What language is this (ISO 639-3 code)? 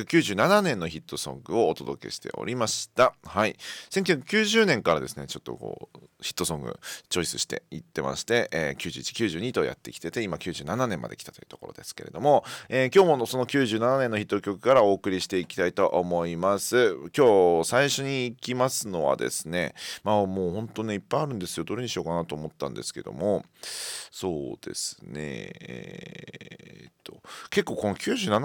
jpn